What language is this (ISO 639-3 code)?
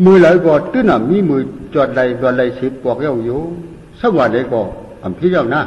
shn